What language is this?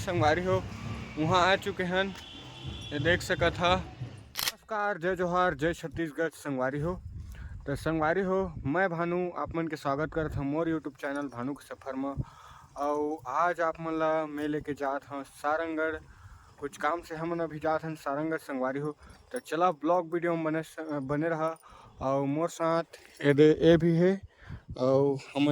Chhattisgarhi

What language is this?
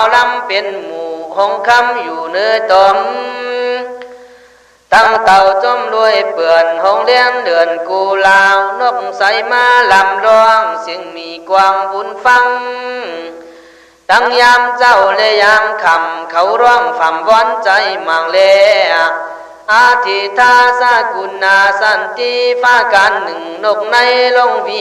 Khün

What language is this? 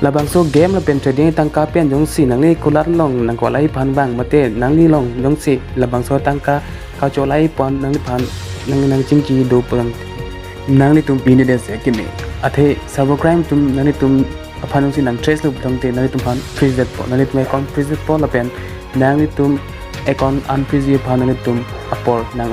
Karbi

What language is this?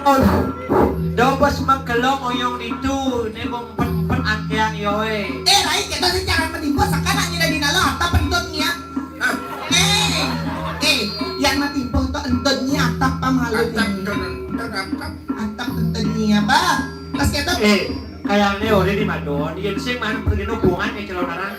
Balinese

